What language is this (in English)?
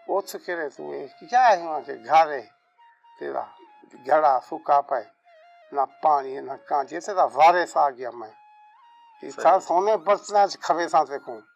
Saraiki